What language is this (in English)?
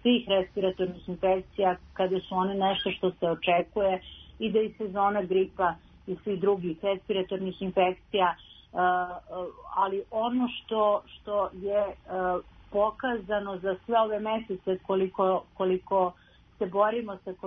Serbian